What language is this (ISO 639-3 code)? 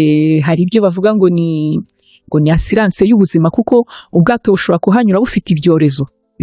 kin